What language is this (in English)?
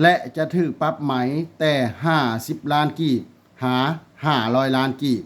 Lao